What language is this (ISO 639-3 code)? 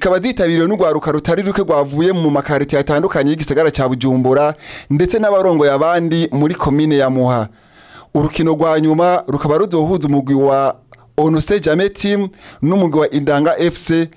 run